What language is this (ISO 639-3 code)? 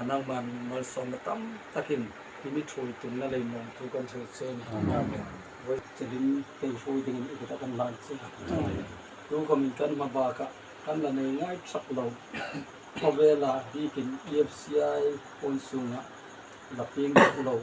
hmr